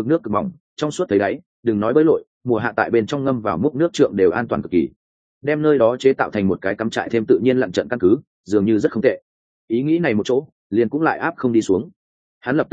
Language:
Vietnamese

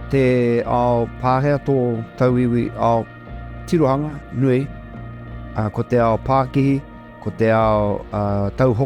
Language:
Māori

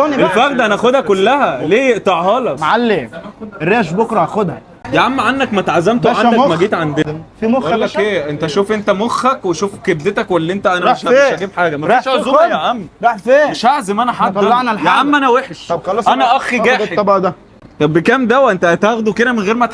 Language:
Egyptian Arabic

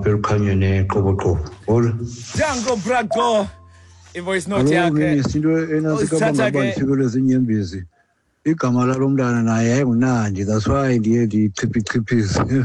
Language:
Xhosa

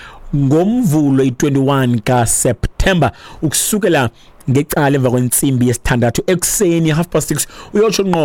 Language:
Xhosa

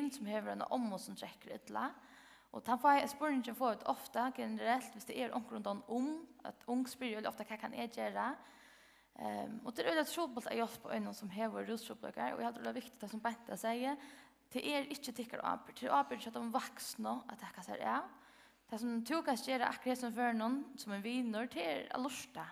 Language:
Faroese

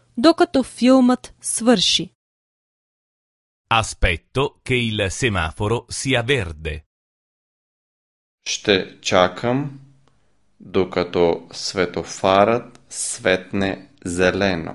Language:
Bulgarian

